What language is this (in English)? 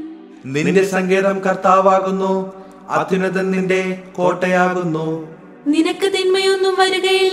Malayalam